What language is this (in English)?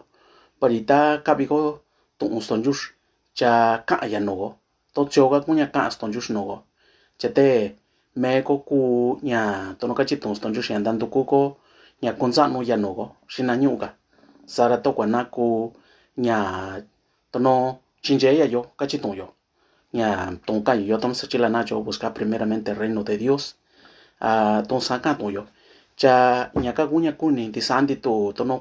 Mixtepec Mixtec